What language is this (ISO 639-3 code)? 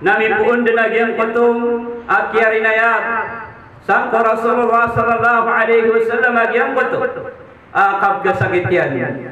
mrw